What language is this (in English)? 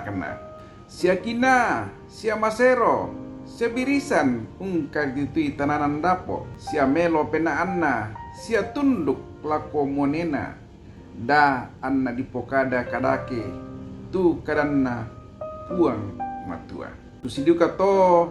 Toraja-Sa'dan